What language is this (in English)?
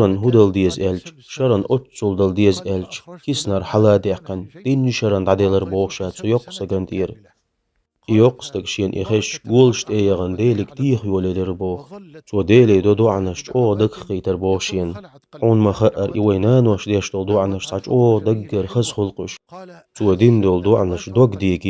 Chechen